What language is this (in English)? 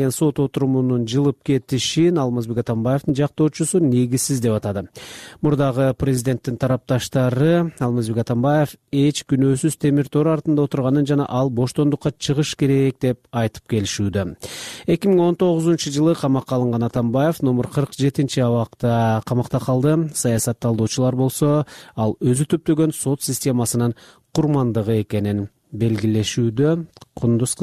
Kyrgyz